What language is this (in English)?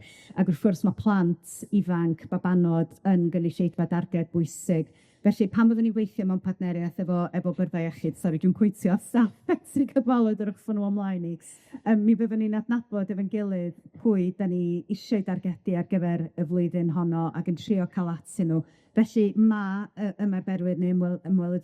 Welsh